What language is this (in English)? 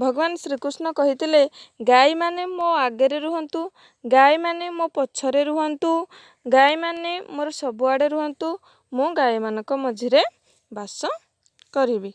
Odia